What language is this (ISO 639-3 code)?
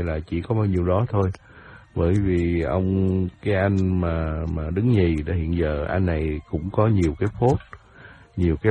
vie